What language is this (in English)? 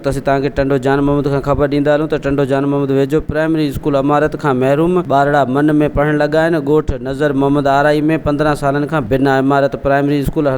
Sindhi